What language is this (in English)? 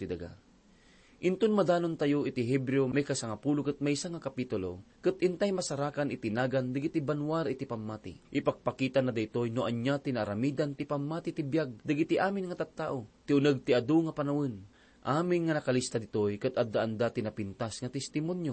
Iloko